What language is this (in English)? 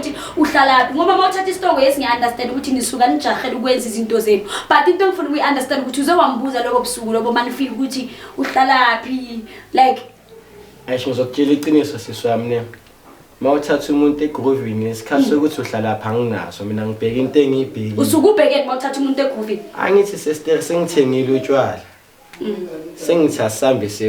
Zulu